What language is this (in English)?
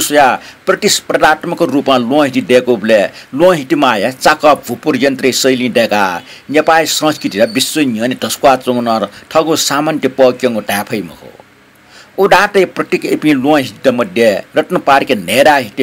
Newari